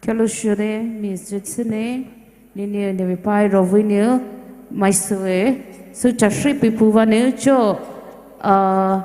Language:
Poumei Naga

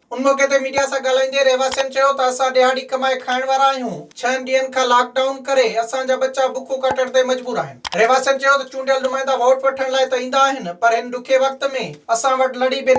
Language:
Sindhi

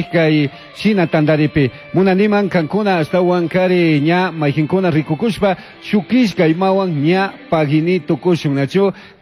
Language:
Chimborazo Highland Quichua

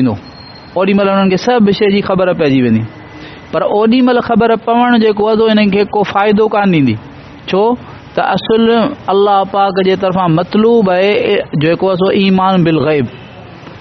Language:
Sindhi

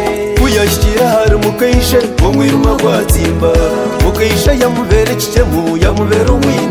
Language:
Nyankole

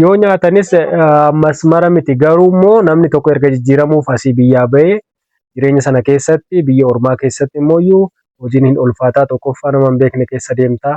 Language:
Oromo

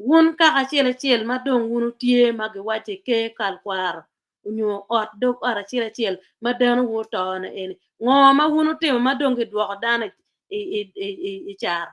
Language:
Acoli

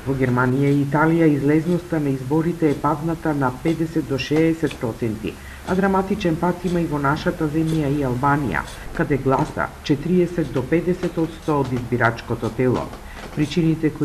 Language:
Macedonian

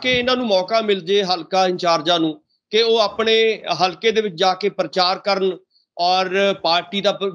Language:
Punjabi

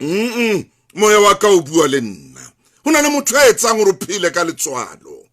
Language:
Southern Sotho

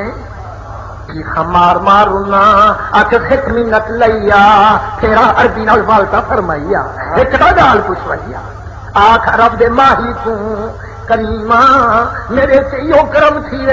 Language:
Saraiki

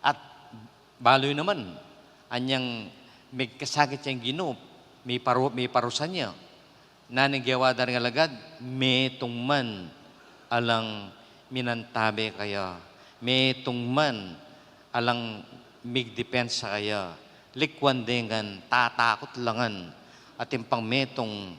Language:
Pampanga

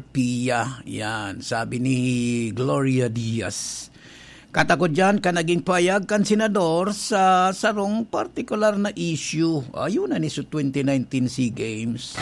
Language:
Bikol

